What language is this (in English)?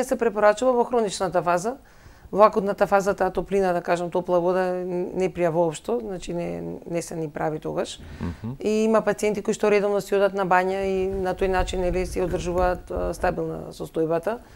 Macedonian